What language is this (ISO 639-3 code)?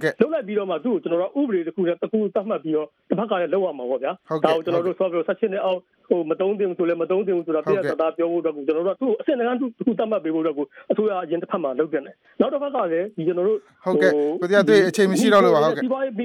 mya